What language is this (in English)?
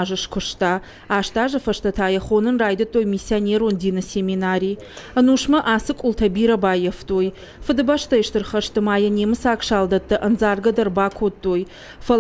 Ossetic